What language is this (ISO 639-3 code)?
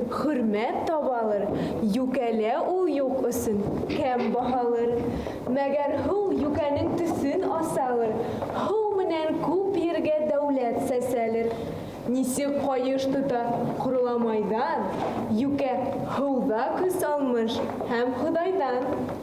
bak